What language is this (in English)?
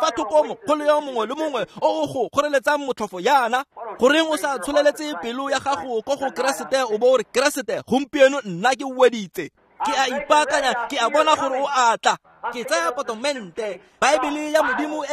Tswana